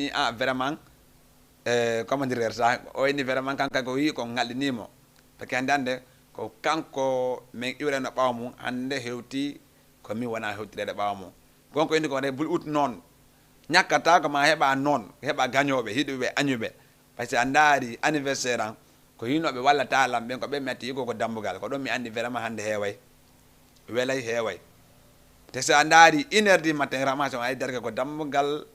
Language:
Fula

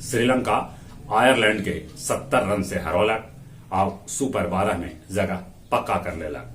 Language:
Magahi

